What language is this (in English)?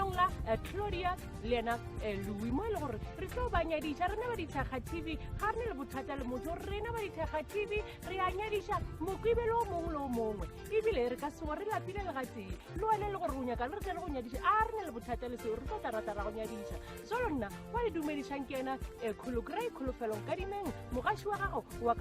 Northern Sotho